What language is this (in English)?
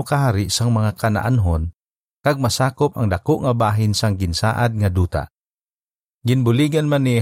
Hiligaynon